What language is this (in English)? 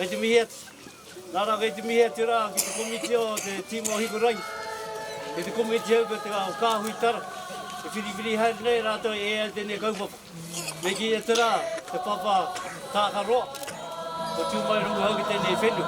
Māori